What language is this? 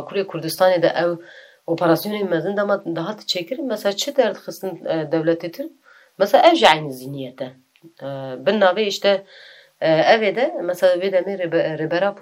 Kurdish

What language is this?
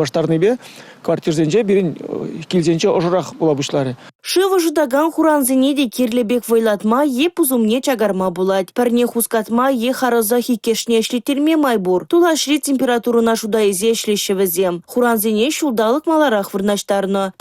Chuvash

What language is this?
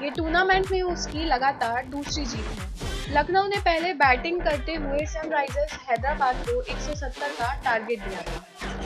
Hindi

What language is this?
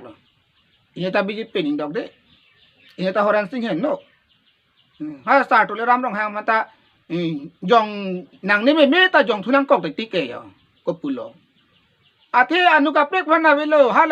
Karbi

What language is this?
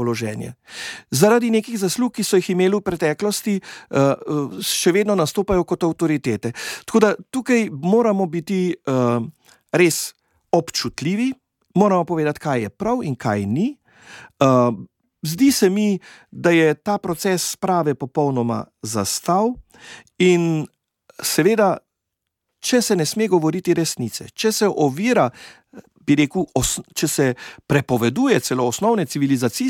Slovenian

